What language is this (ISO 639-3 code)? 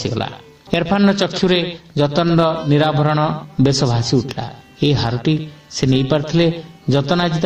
ori